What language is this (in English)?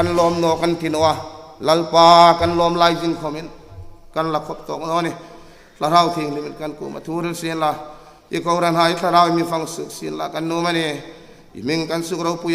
Hmar